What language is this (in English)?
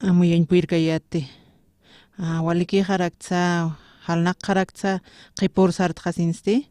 Aymara